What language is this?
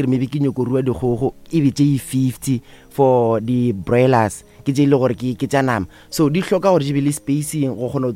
Northern Sotho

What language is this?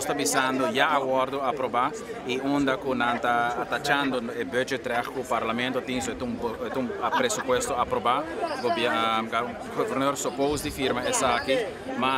Papiamento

